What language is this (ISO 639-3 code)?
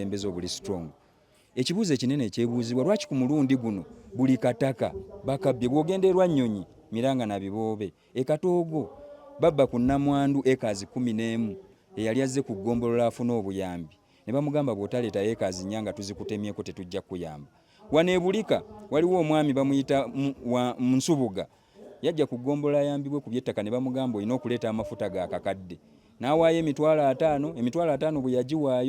lug